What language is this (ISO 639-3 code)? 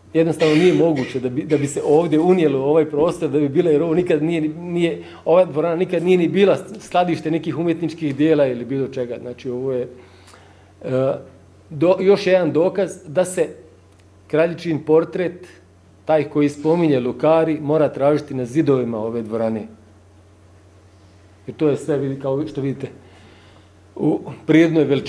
hrv